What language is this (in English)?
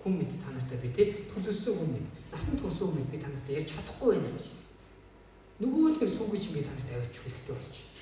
Mongolian